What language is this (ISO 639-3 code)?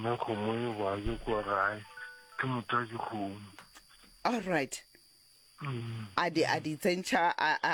nso